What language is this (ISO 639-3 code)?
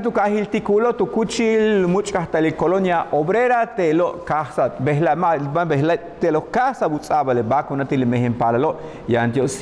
yua